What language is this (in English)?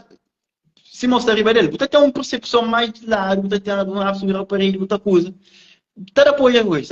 Kabuverdianu